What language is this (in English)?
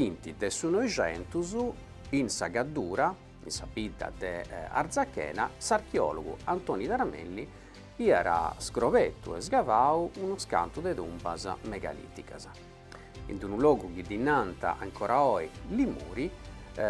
Sardinian